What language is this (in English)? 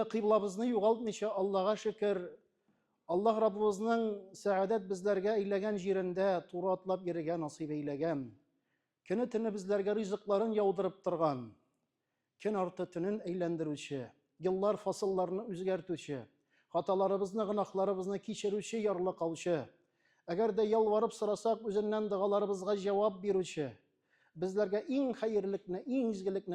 Tatar